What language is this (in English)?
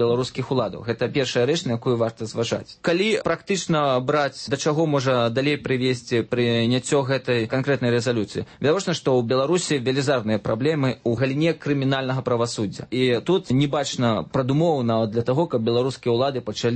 Belarusian